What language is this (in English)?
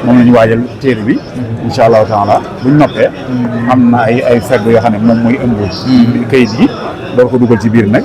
Wolof